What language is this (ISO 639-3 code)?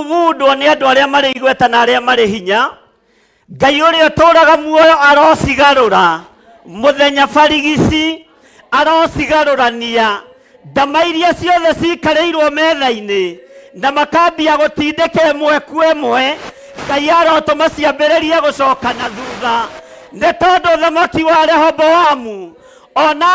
kik